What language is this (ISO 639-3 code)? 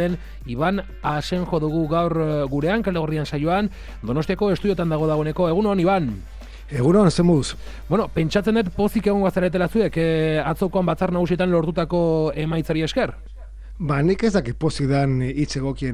eus